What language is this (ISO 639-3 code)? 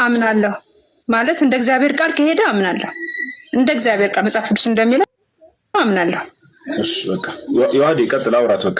amh